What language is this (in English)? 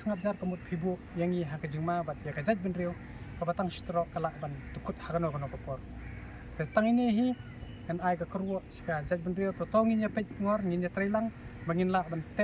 Khasi